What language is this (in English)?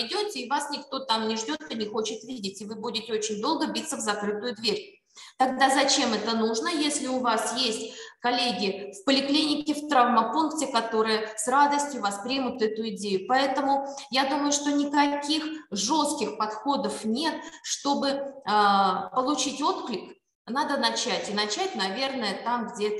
Russian